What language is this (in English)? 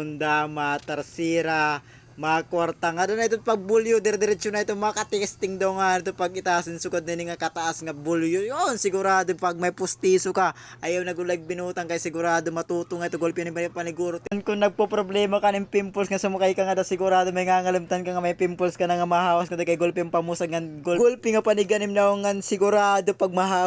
Waray